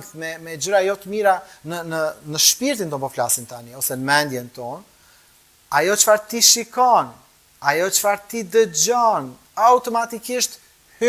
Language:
Albanian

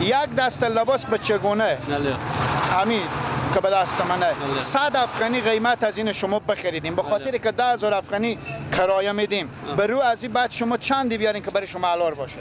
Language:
Persian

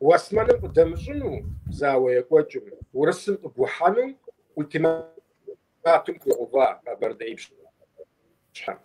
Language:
Kabardian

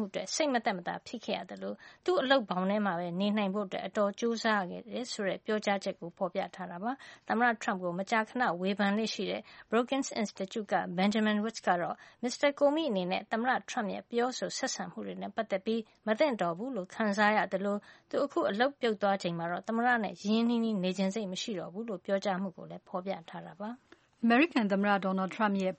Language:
Burmese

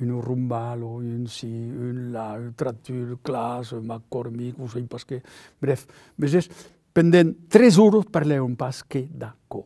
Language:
Occitan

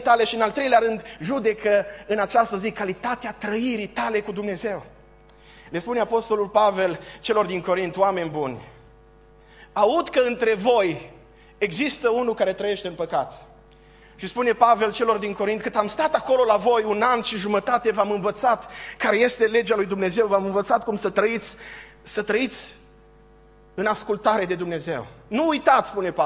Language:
Romanian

